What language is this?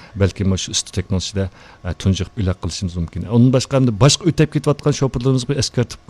Uyghur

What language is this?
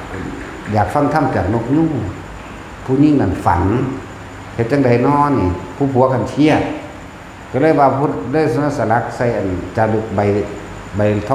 Northeastern Thai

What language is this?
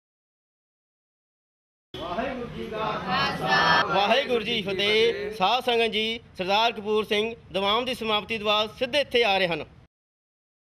Punjabi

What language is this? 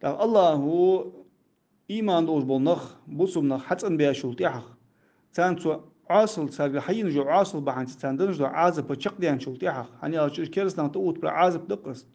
Ingush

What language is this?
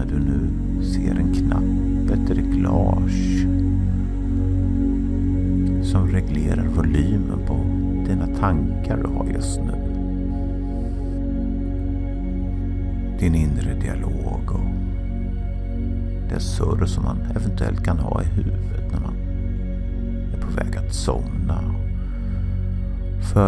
Swedish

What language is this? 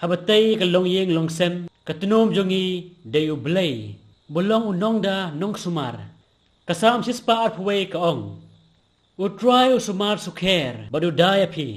Khasi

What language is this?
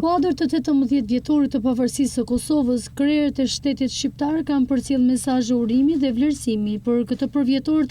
Albanian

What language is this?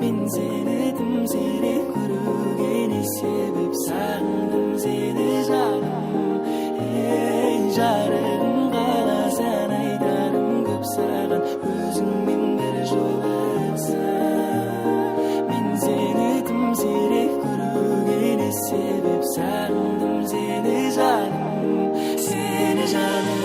Kara-Kalpak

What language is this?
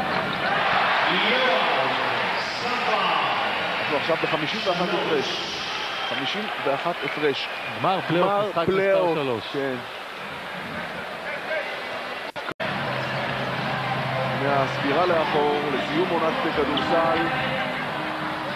Hebrew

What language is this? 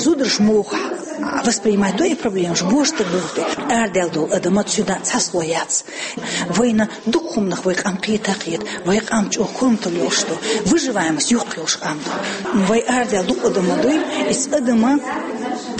Chechen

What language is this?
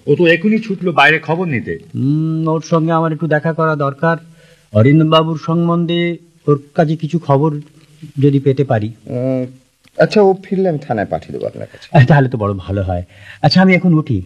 Bangla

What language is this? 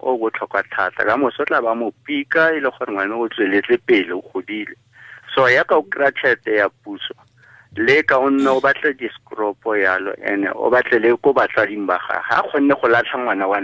Tswana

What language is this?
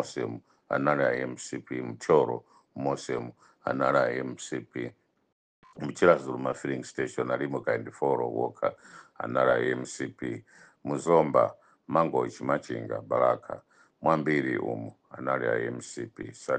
Nyanja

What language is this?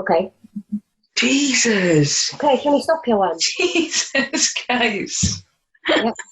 Welsh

